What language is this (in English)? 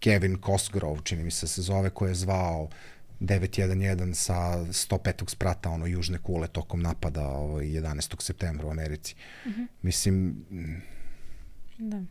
Serbian